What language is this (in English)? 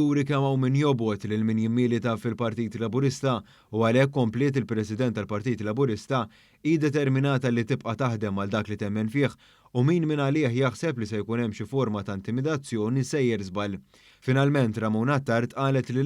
Maltese